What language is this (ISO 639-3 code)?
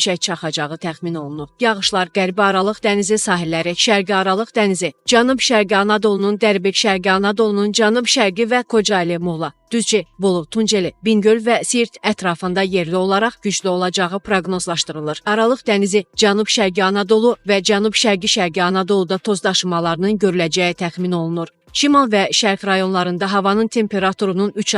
aze